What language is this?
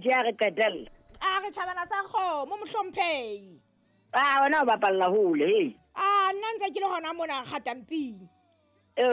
Southern Sotho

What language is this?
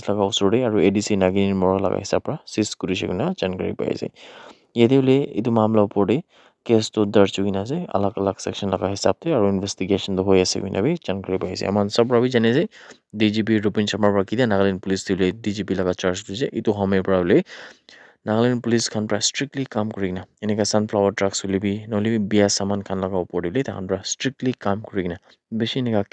Naga Pidgin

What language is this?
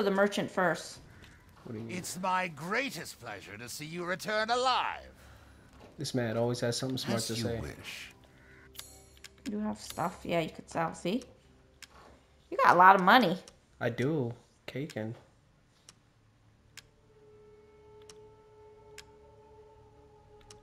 English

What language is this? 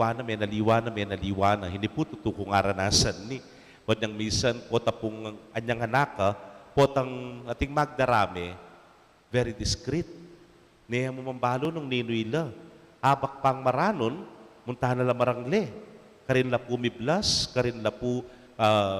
Pampanga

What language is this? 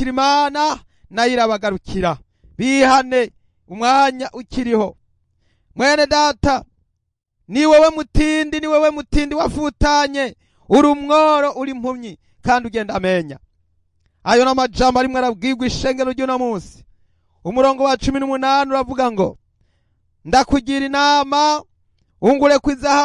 Rundi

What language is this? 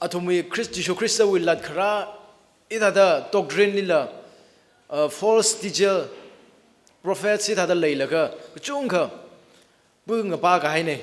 Tangkhul Naga (India)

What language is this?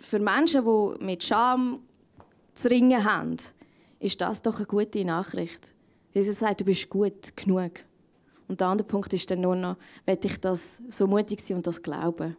Swiss German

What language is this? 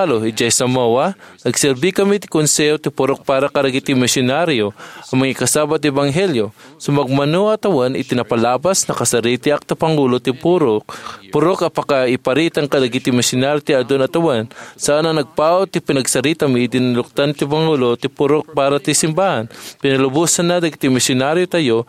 Iloko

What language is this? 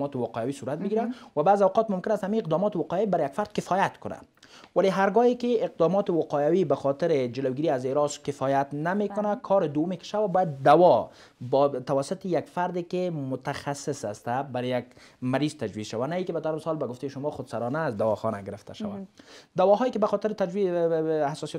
Persian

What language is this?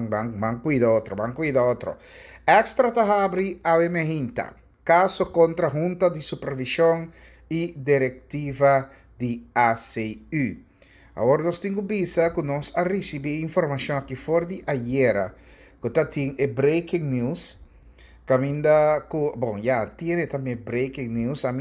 Papiamento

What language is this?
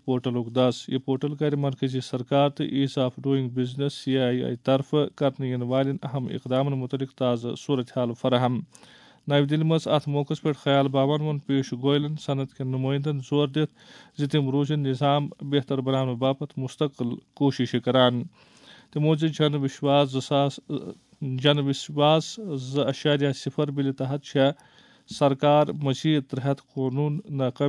Kashmiri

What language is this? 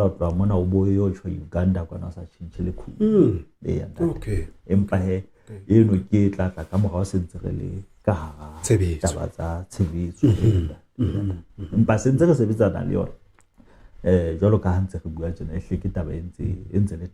Southern Sotho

